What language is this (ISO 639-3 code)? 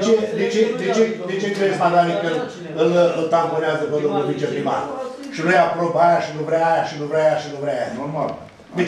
ron